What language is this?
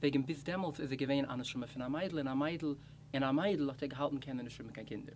Yiddish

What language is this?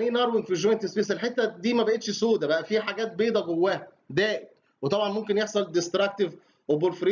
Egyptian Arabic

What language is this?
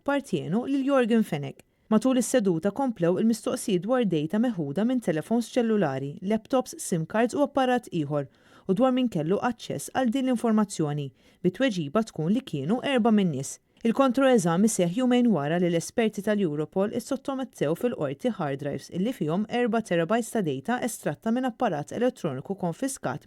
Maltese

